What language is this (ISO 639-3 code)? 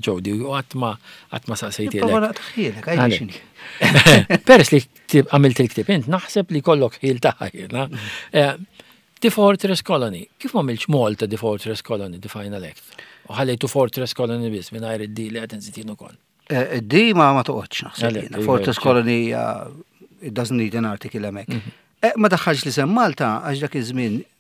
mlt